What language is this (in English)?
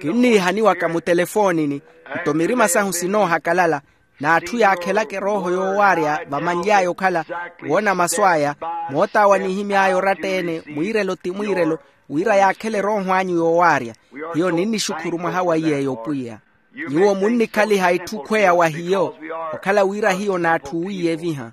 Makhuwa